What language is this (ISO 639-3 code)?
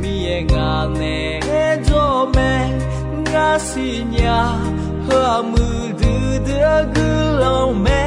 ahk